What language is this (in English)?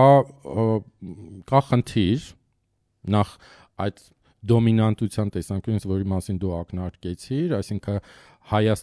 Armenian